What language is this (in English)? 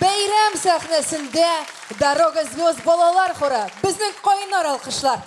Tatar